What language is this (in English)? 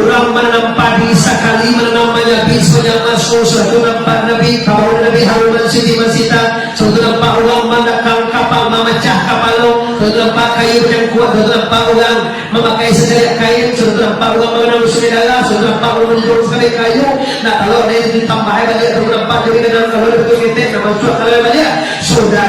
Minangkabau